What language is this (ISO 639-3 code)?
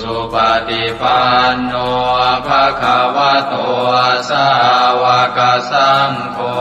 pli